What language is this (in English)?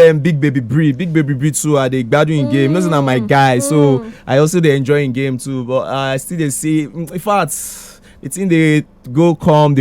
Nigerian Pidgin